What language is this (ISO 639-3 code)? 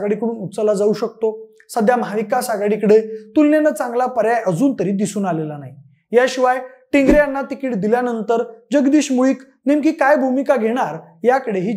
mar